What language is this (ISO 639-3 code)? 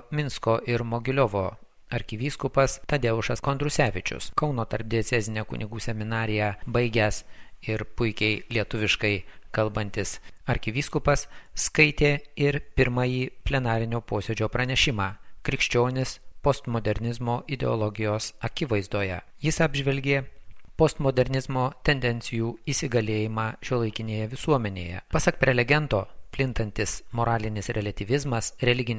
lit